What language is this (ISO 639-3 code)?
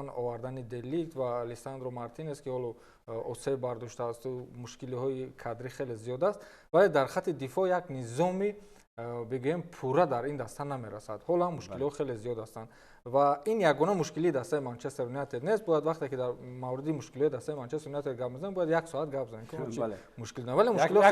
tgk